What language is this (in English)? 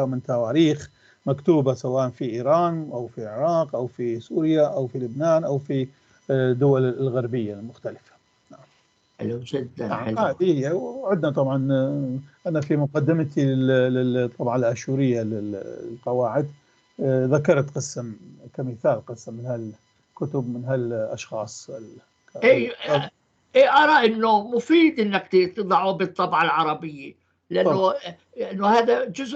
North Levantine Arabic